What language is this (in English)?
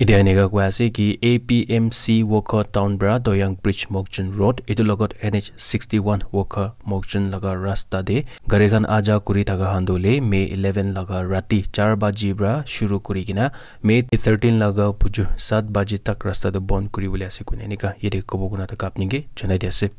Naga Pidgin